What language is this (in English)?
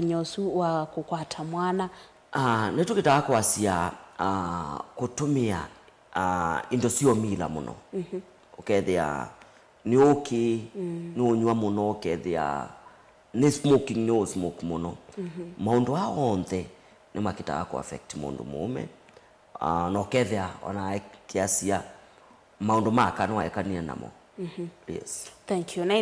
Kamba